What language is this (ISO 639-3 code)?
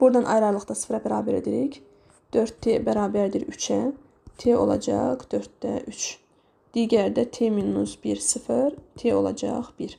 aze